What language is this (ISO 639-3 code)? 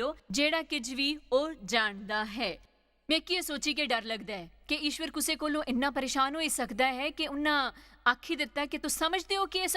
doi